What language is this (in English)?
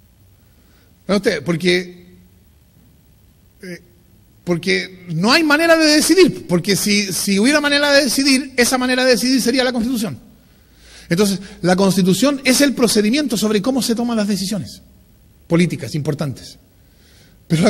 Spanish